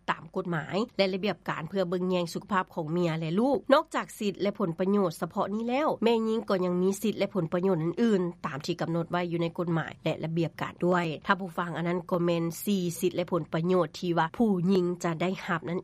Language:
Lao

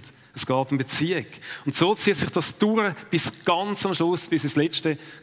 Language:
Swiss German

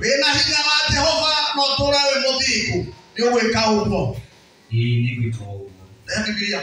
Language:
Kikuyu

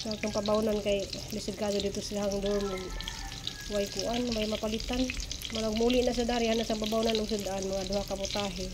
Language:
Cebuano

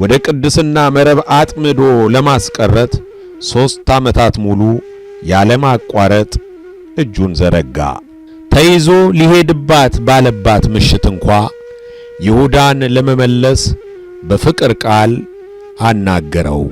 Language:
Amharic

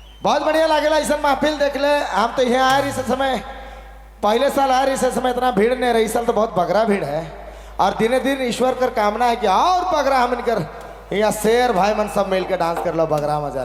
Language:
Sadri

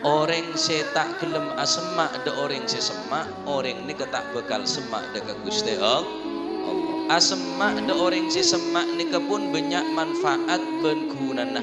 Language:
Madurese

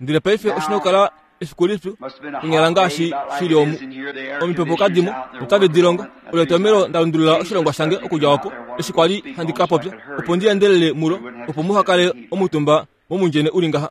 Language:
Kuanyama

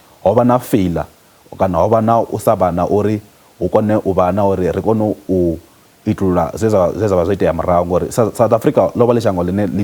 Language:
Venda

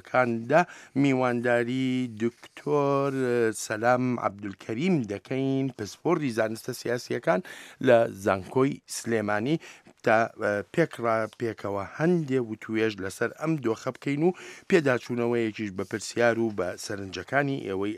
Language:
Central Kurdish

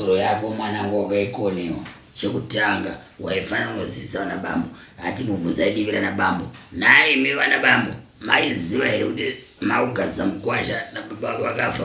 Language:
Shona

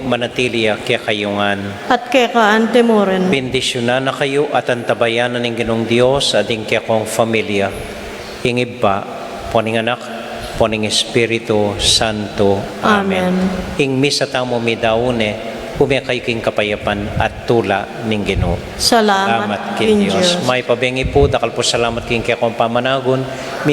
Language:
Pampanga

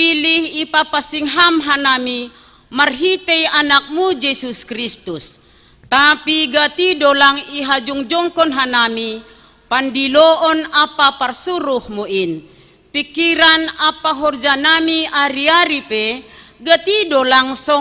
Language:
Batak Simalungun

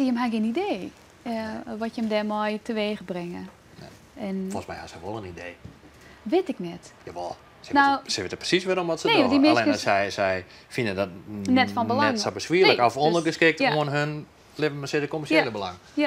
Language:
Western Frisian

